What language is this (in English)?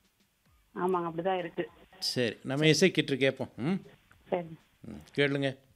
Tamil